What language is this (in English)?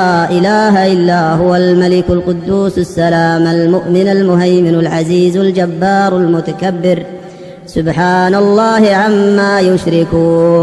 Arabic